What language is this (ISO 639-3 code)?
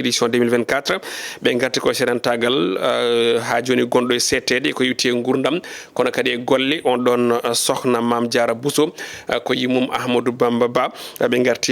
ful